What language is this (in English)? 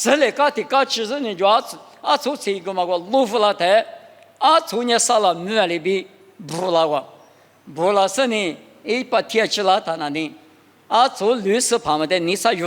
Lisu